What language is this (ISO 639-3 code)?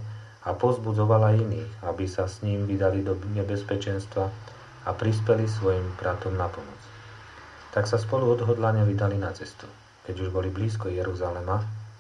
slk